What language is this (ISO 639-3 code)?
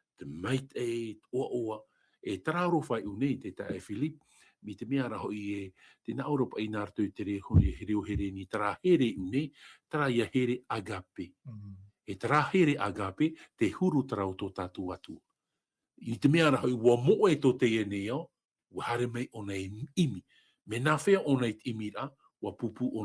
tah